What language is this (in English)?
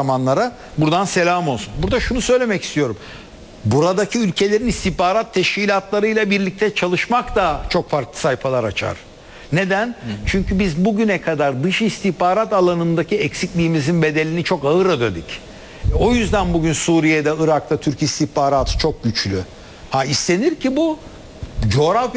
Turkish